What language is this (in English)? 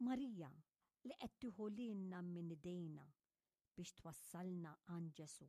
Maltese